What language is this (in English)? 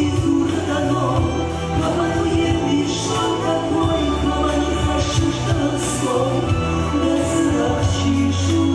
Ossetic